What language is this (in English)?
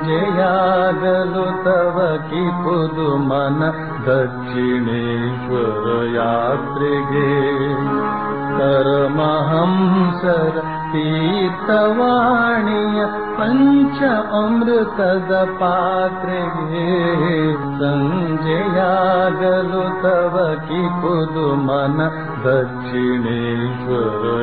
Kannada